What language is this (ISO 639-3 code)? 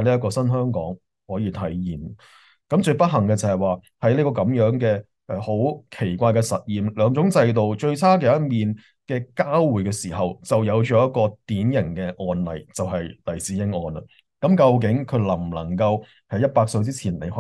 yue